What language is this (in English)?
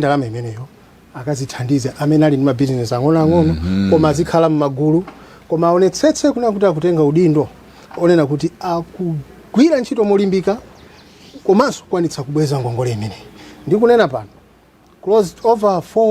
Nyanja